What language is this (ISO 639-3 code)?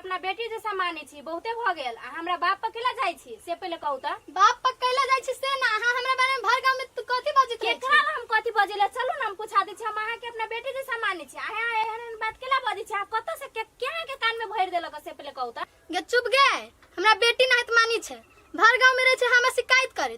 mai